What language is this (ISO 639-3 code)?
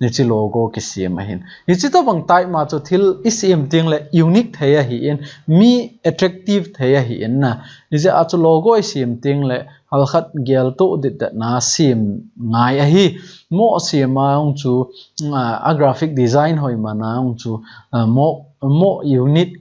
tcz